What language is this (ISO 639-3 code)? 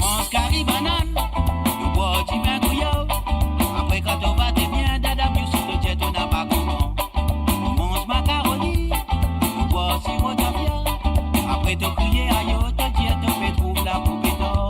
mfe